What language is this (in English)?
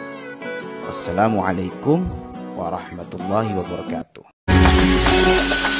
Indonesian